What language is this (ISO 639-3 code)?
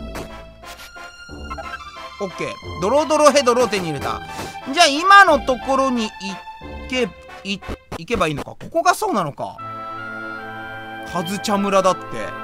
jpn